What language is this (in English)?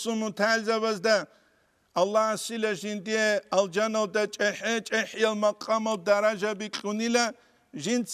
Avaric